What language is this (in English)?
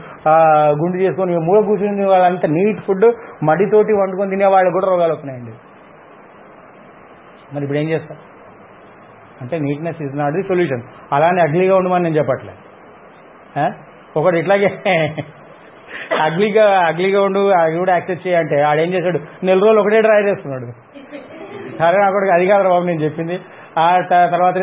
Telugu